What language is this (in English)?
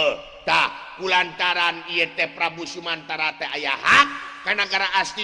Sundanese